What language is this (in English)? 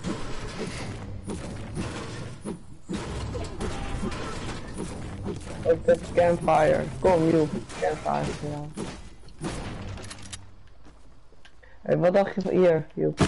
Dutch